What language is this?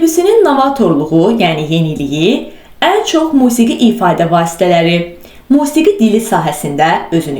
Azerbaijani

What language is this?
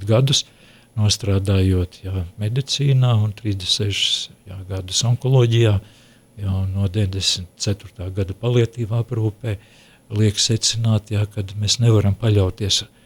Latvian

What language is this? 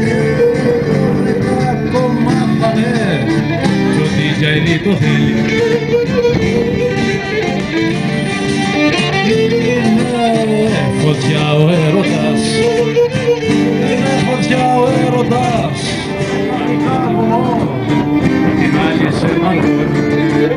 Greek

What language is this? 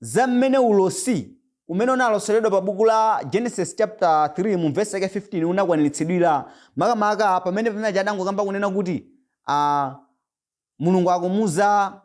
Nyanja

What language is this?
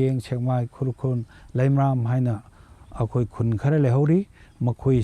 Manipuri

